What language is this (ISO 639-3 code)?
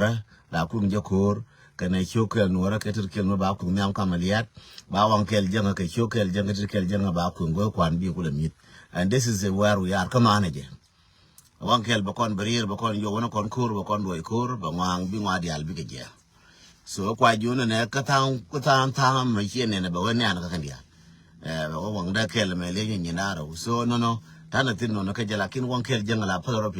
nus